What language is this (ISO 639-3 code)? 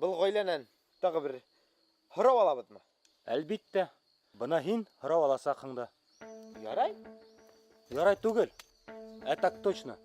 bak